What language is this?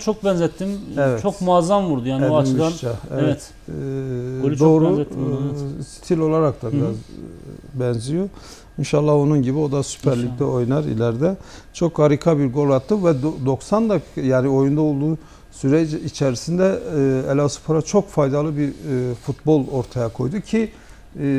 Turkish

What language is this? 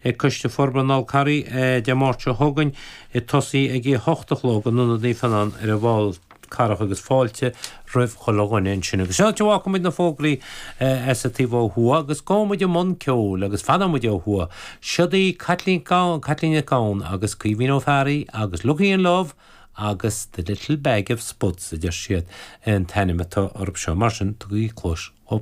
Irish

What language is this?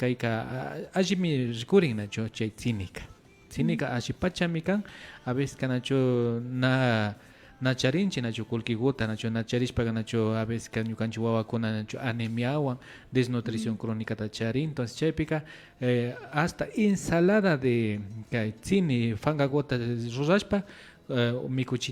Imbabura Highland Quichua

